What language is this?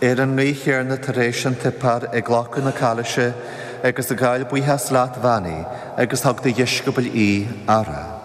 Irish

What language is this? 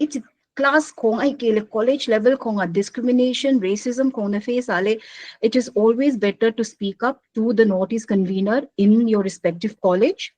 Paite Chin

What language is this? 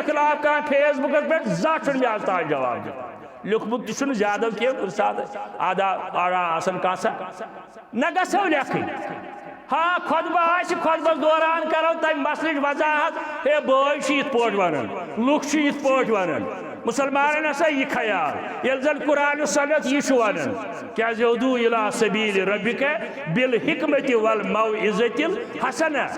Kashmiri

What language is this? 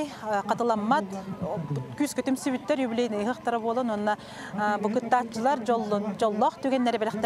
Yakut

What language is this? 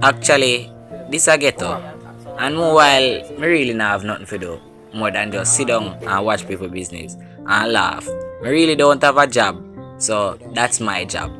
Jamaican Creole English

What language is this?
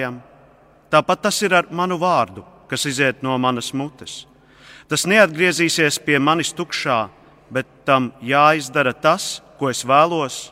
Latvian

